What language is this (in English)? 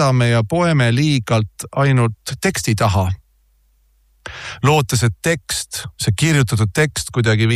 Estonian